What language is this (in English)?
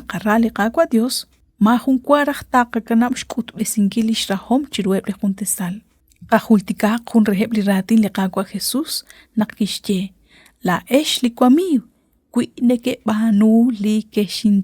Kekchí